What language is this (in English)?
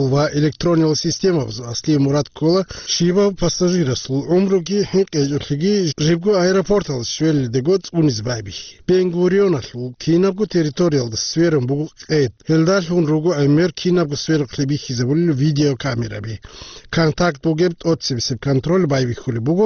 Avaric